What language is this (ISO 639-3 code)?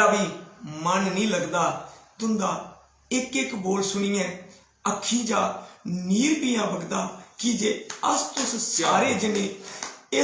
doi